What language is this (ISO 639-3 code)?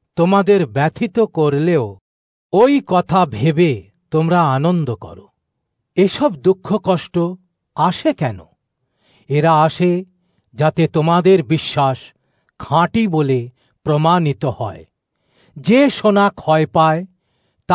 ben